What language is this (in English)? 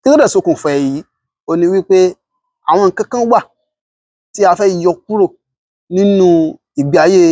Yoruba